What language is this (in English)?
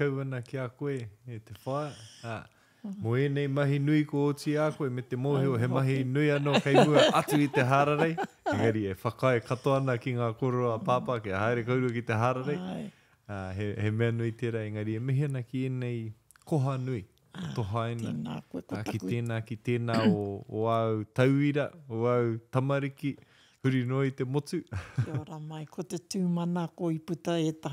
Māori